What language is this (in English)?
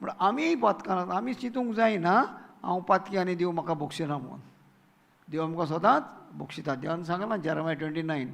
Konkani